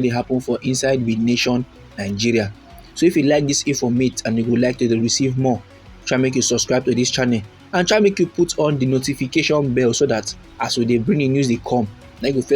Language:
Nigerian Pidgin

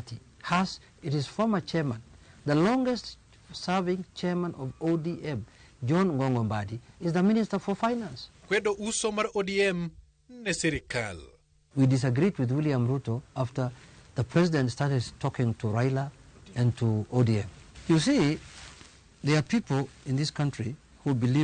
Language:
Luo (Kenya and Tanzania)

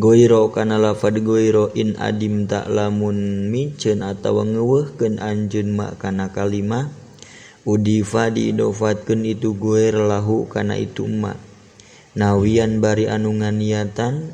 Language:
Sundanese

